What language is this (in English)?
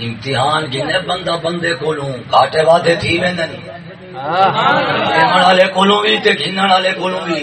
Saraiki